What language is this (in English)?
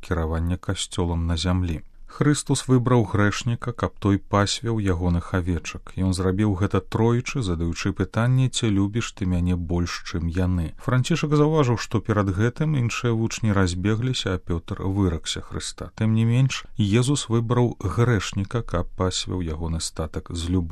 Belarusian